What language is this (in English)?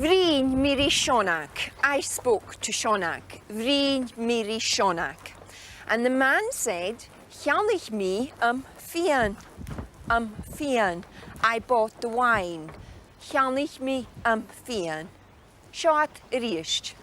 Scottish Gaelic